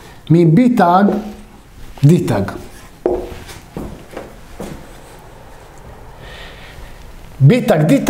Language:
Hebrew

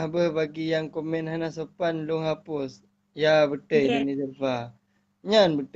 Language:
Achinese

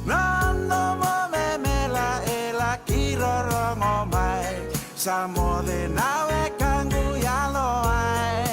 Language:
Fijian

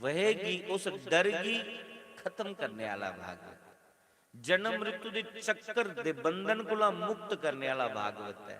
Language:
Dogri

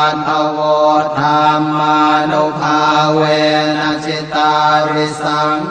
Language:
Pali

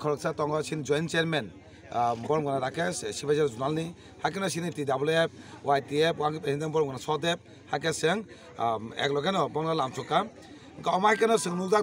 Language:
Kok Borok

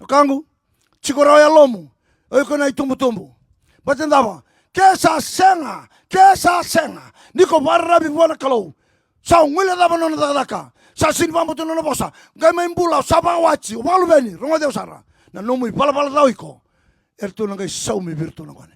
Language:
Fijian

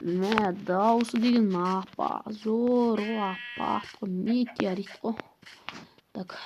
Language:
Kazakh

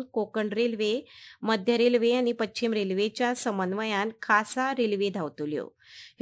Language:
Konkani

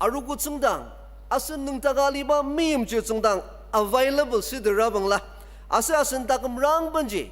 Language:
Ao Naga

